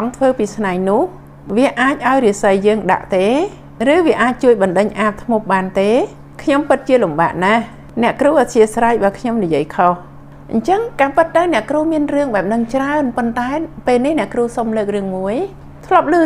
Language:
Khmer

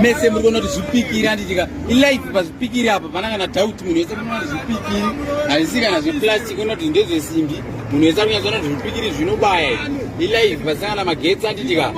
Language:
Shona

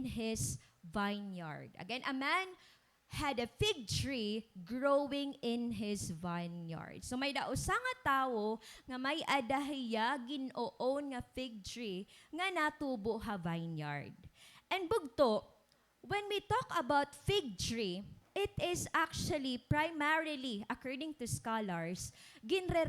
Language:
Waray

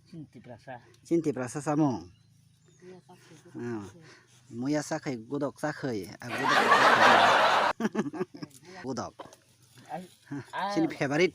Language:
Kok Borok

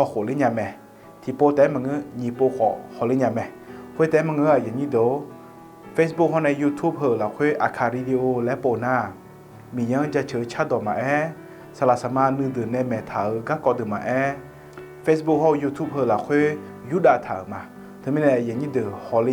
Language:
Akha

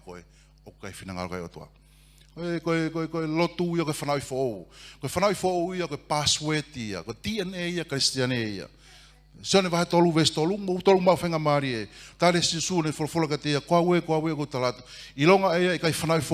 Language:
Tongan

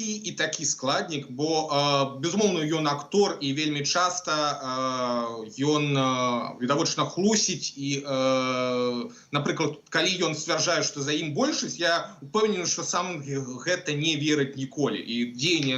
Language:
Belarusian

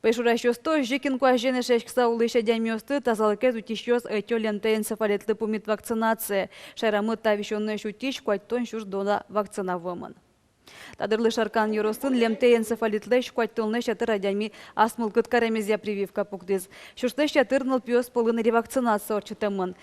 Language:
Udmurt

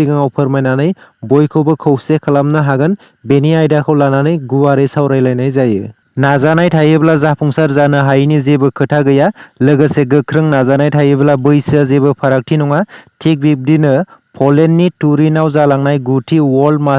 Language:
Bodo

